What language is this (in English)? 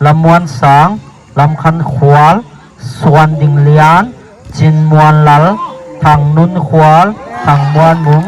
Tedim Chin